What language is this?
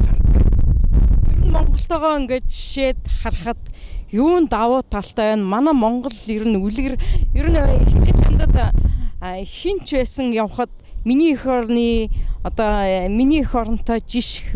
Mongolian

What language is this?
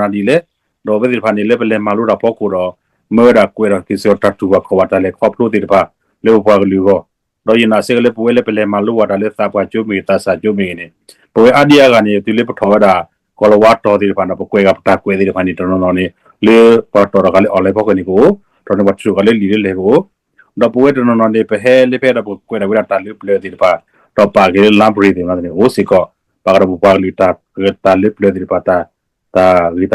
S'gaw Karen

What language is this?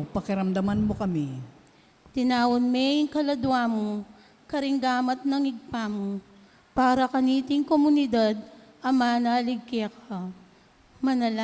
Pampanga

